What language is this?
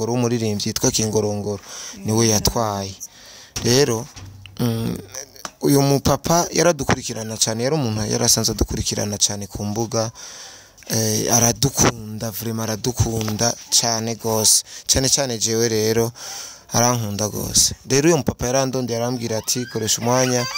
Rundi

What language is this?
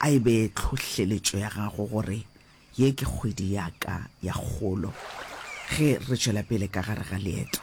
Northern Sotho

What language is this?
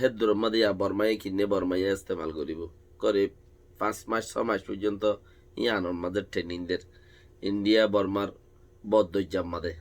Rohingya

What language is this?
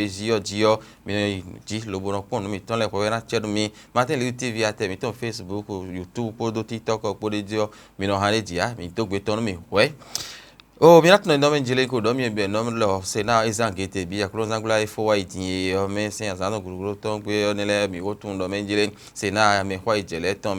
Fon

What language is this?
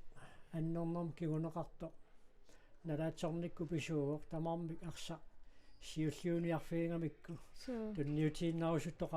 Kalaallisut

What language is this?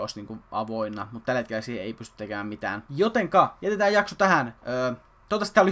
Finnish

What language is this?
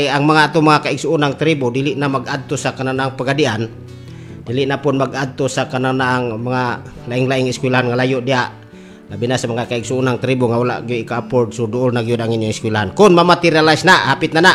Cebuano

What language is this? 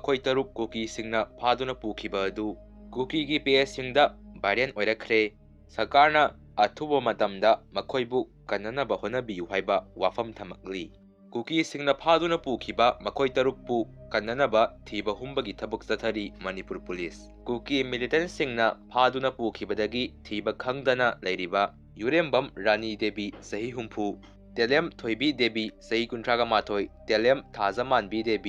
Manipuri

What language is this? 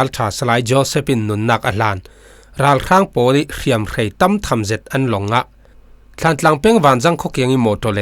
Falam Chin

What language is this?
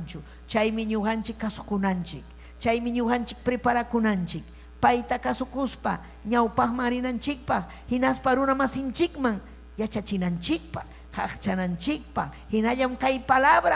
Ayacucho Quechua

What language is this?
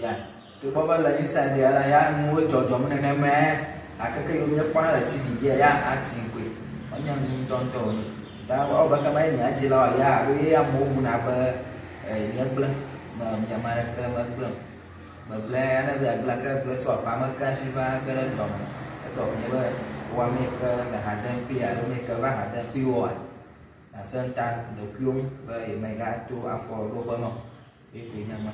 Ewe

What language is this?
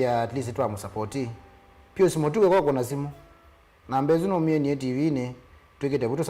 Kamba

